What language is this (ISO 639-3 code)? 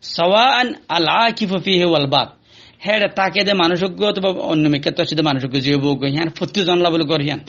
rhg